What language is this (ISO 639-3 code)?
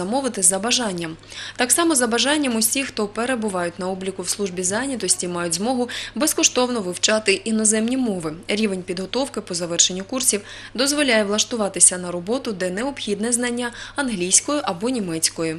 ukr